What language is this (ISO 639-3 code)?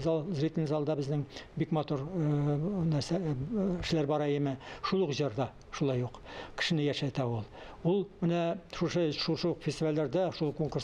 tat